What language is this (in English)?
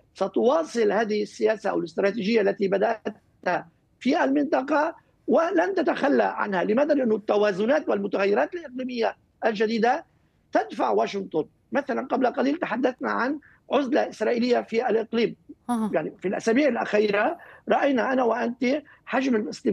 Arabic